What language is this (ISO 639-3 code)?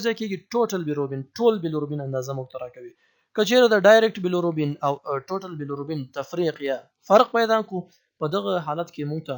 pus